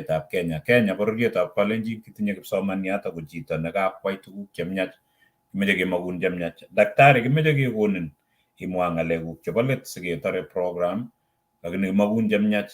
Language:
Kalenjin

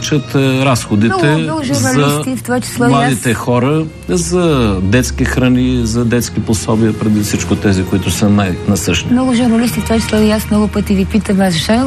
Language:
Bulgarian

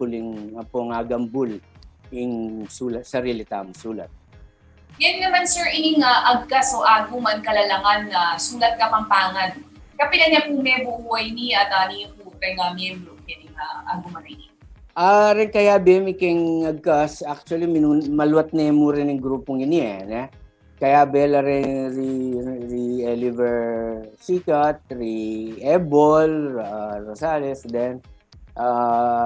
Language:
Pampanga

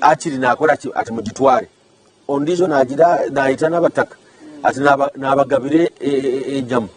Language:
Nyankole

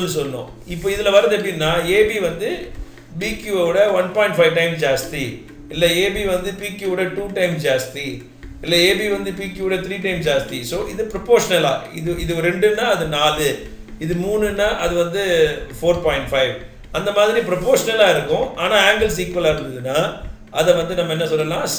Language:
Tamil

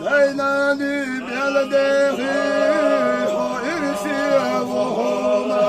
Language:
Ingush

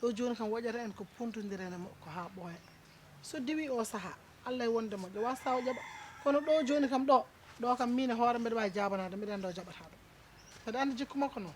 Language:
Fula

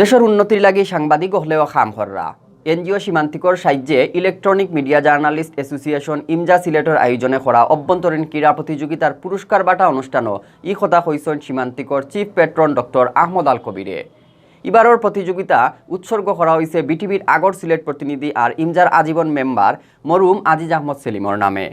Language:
Sylheti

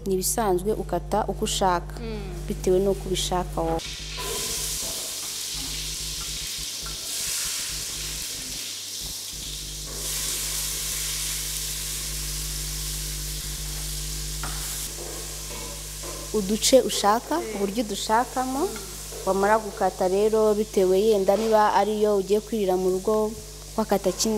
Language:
Kinyarwanda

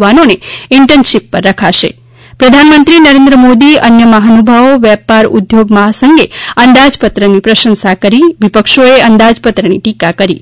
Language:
Gujarati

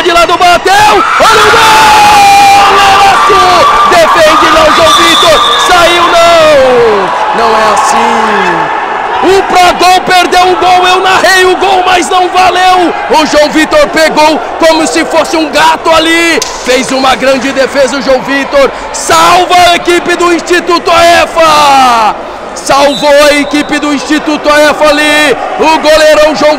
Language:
Portuguese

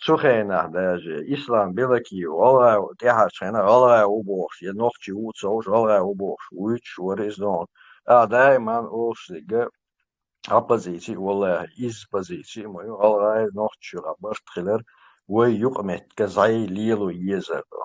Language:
Chechen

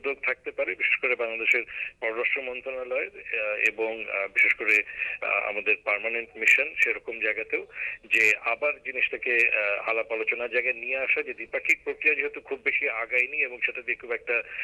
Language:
Bangla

